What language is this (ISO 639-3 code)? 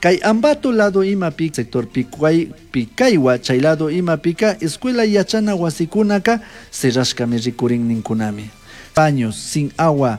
qug